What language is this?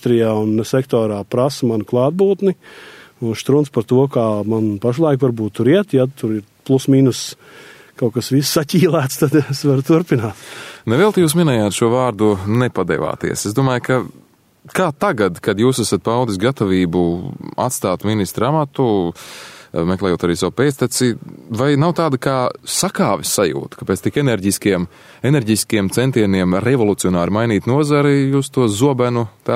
Latvian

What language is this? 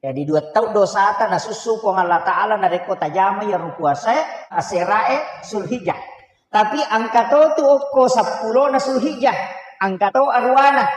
Buginese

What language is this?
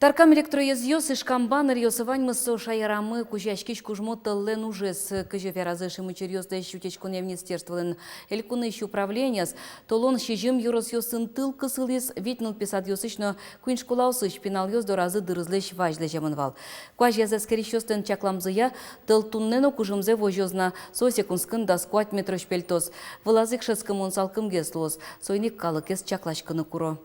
Udmurt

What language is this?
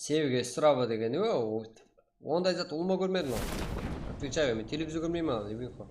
Kara-Kalpak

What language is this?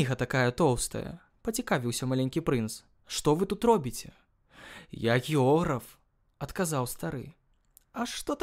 Belarusian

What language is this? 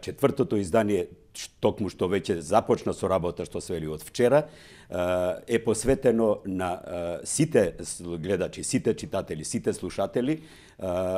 Macedonian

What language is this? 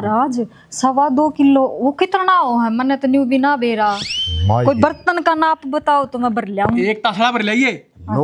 Haryanvi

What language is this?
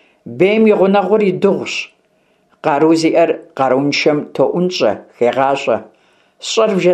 Kabardian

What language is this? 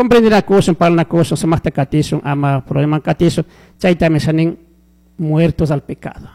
Chimborazo Highland Quichua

